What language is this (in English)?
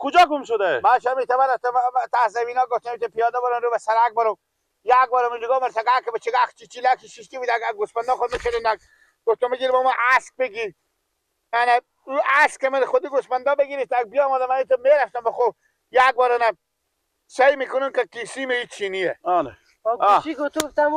Persian